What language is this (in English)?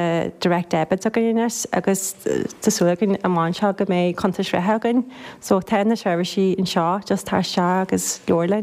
Irish